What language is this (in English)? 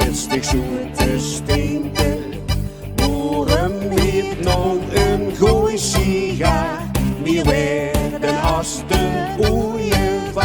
Limburgish